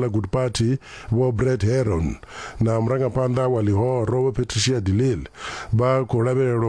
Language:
Venda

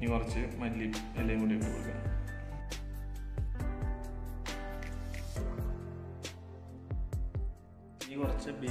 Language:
Malayalam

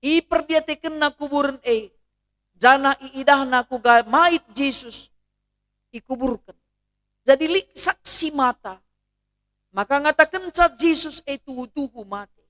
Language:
Batak Karo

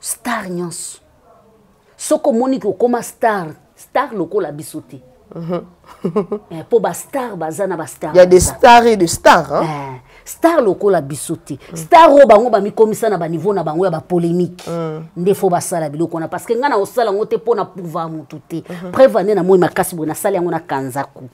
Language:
Lingala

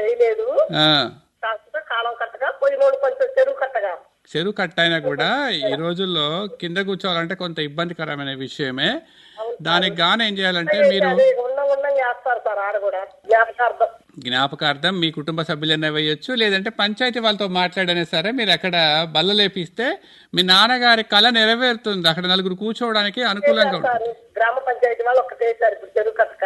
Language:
Telugu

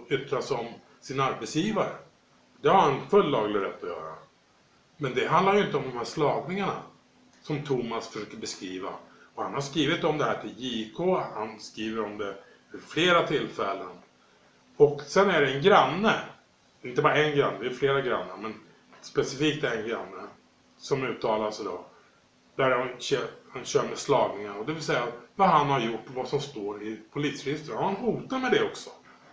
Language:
Swedish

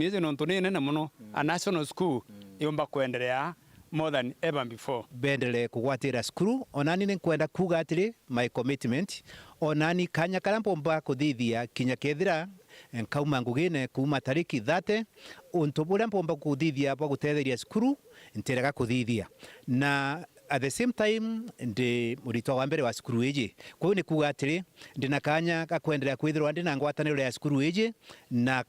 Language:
Meru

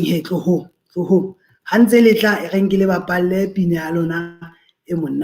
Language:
Southern Sotho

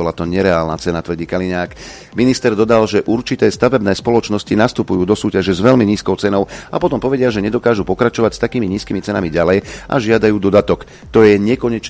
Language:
Slovak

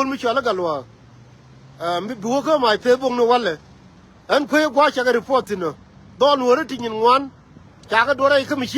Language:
Nuer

